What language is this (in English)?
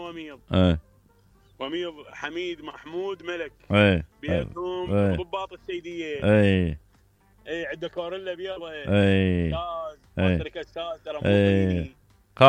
Mesopotamian Arabic